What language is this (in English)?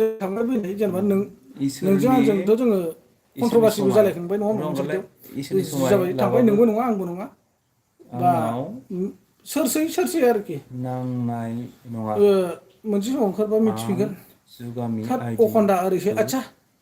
Bodo